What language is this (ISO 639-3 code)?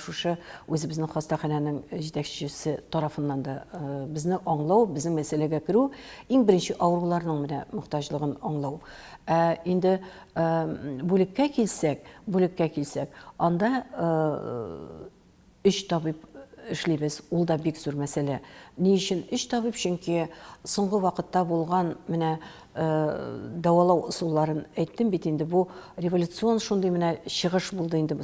tat